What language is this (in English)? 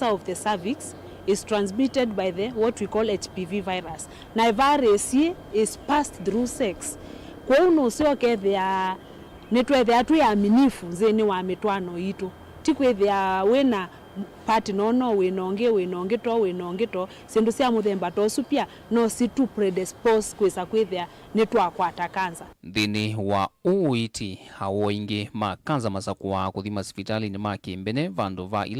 Kamba